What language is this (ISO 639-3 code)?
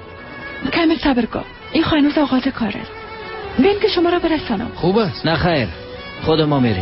fas